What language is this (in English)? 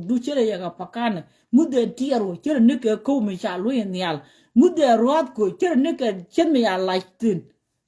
Nuer